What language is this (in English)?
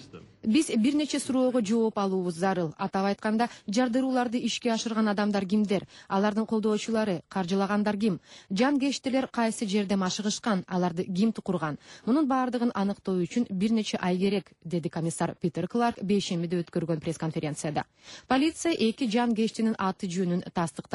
Kyrgyz